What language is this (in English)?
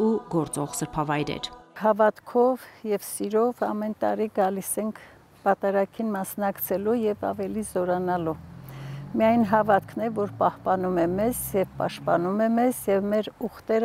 Armenian